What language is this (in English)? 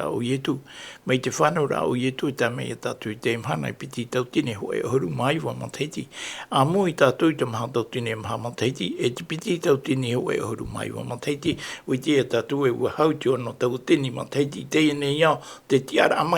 Tahitian